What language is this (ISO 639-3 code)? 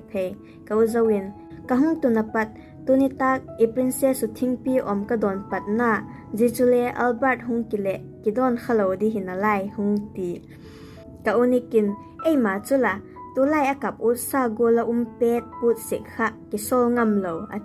vap